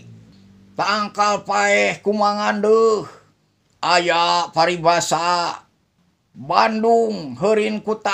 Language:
Sundanese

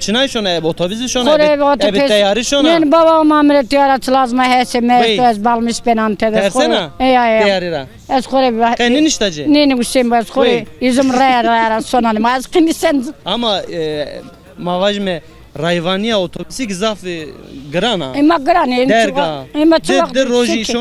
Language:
Zaza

